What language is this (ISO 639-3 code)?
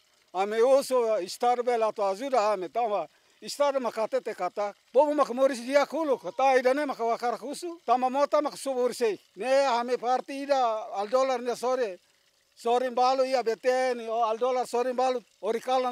tet